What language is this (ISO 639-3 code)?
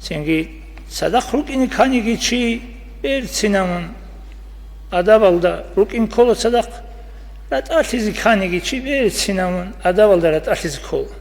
ava